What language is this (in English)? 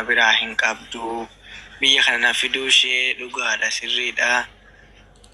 Oromo